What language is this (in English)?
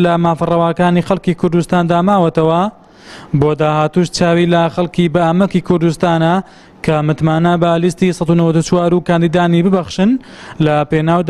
Central Kurdish